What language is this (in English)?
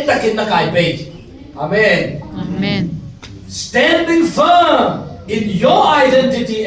Falam Chin